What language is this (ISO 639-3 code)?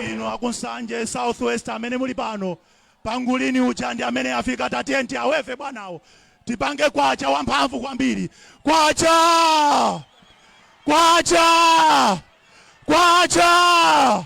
nya